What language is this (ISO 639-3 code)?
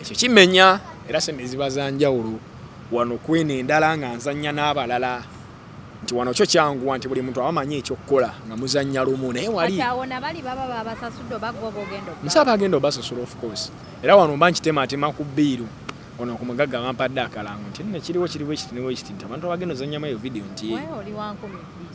lug